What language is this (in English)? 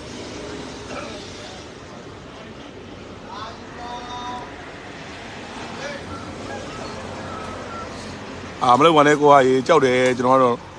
Burmese